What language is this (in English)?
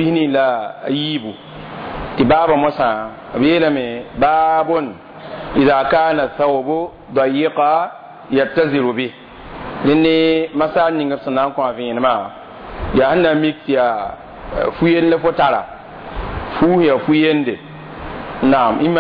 Mossi